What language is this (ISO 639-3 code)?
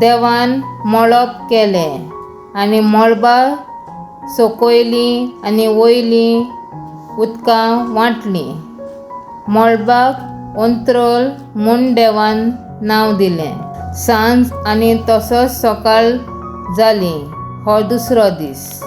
kok